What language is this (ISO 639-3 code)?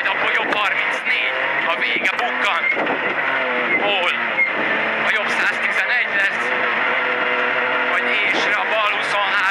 hun